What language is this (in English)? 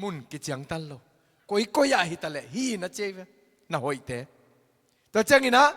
Tedim Chin